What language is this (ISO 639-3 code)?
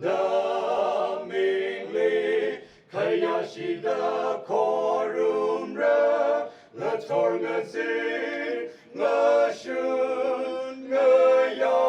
nmf